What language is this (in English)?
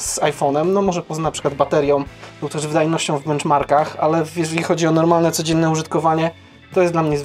Polish